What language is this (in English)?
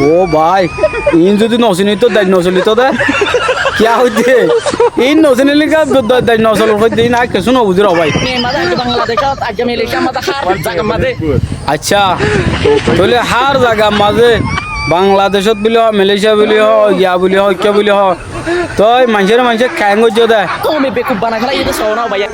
Rohingya